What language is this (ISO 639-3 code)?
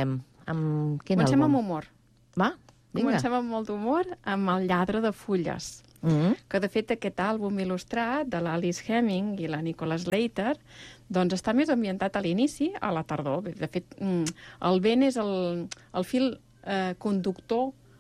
cat